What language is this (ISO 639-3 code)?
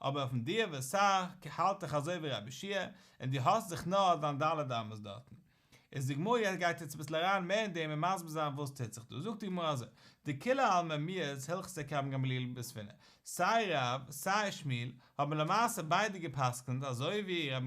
yid